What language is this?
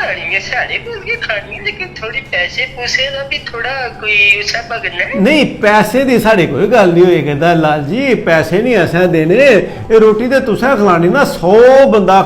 Dogri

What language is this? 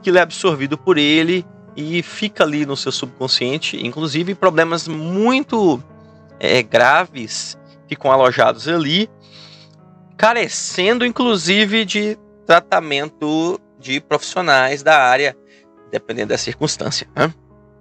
Portuguese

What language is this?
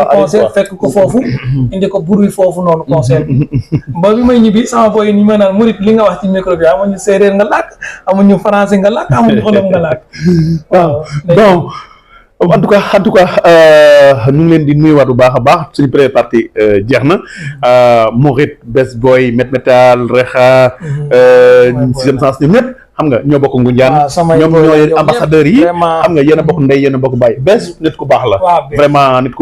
Wolof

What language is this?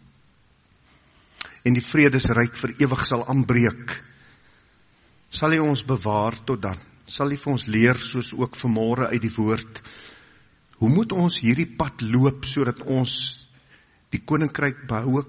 Afrikaans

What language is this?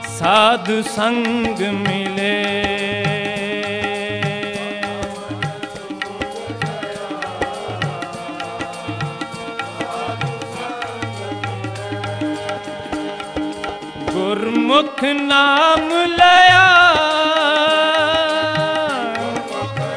Punjabi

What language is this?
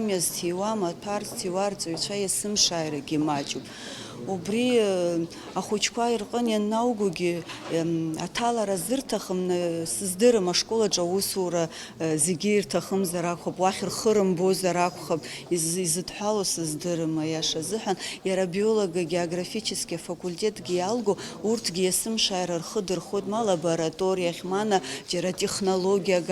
Abkhazian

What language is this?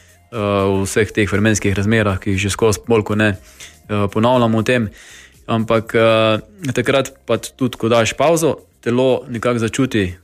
Slovenian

